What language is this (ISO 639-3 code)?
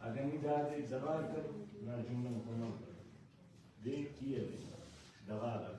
brh